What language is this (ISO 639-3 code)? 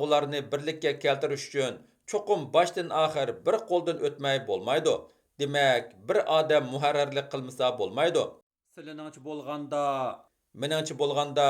uig